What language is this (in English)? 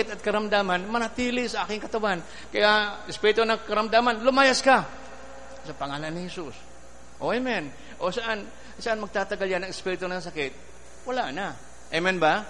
Filipino